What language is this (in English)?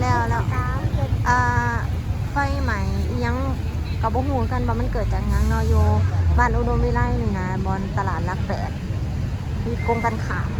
Northeastern Thai